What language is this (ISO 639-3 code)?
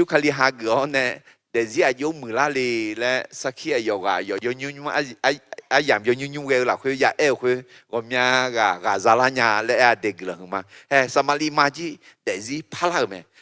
ahk